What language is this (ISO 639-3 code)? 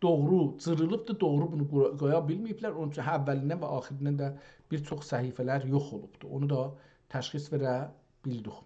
azb